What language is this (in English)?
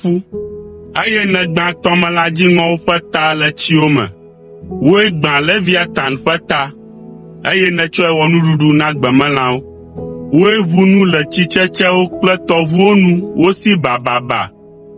Ewe